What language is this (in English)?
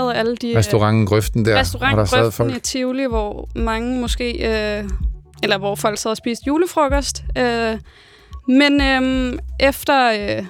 Danish